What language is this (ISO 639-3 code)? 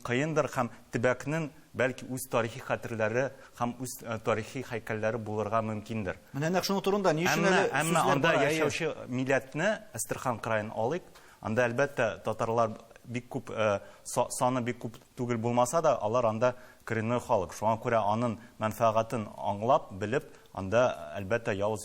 tat